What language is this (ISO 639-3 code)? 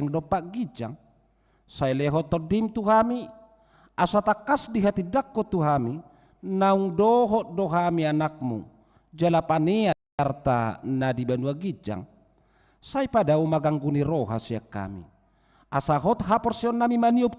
bbc